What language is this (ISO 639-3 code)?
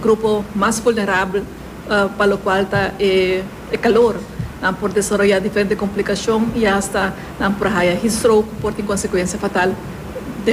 pap